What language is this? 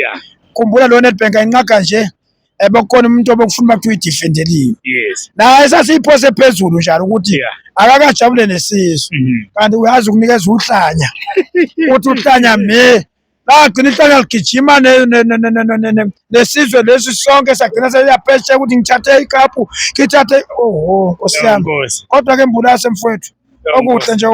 Zulu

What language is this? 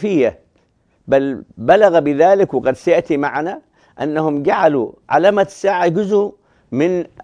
Arabic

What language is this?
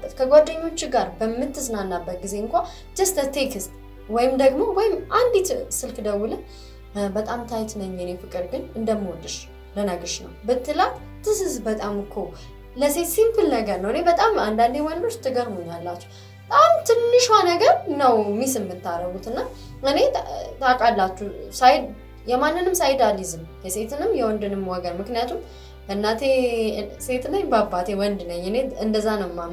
Amharic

